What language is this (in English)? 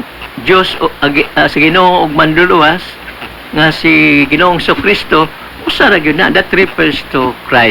Cebuano